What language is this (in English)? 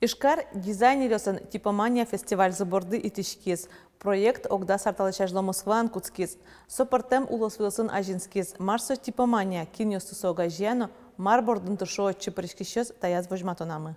Udmurt